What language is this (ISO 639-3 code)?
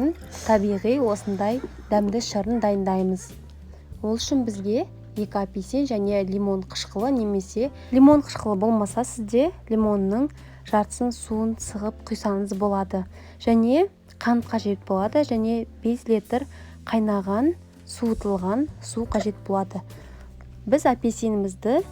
kaz